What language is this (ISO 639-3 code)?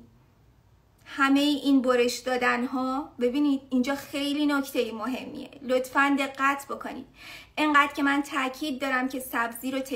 fas